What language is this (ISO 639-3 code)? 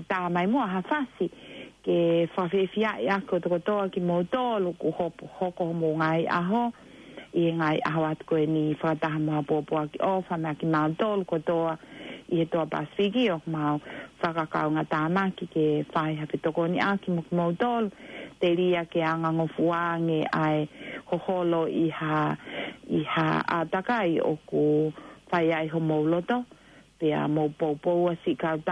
ton